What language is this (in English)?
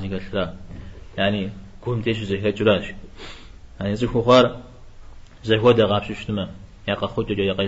Kabardian